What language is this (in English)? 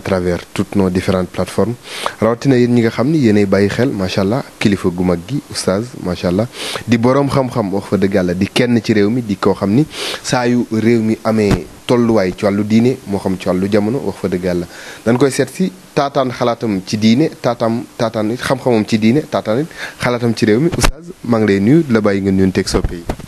Wolof